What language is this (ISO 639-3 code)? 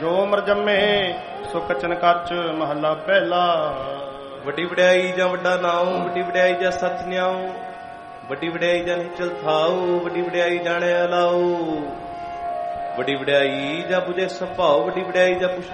pan